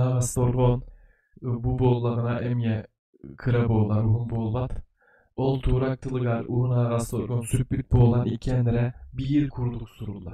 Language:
Yakut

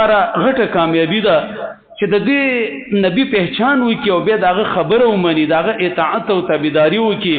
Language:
Pashto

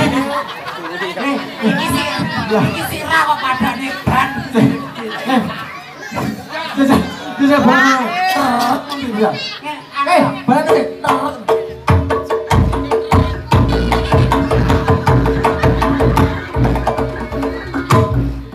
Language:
Javanese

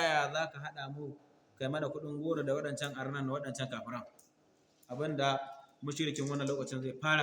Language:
Hausa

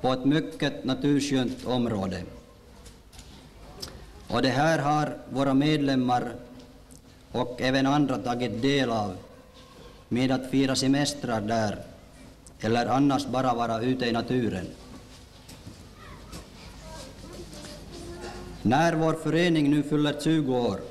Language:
Swedish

